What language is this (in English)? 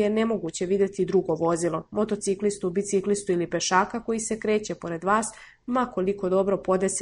Serbian